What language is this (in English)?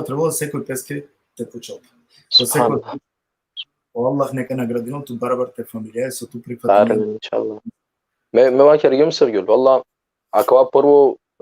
Balkan Romani